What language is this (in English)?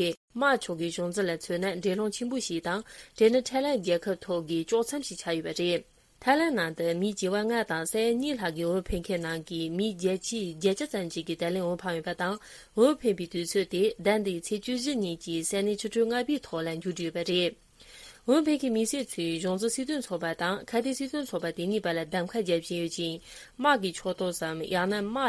Tibetan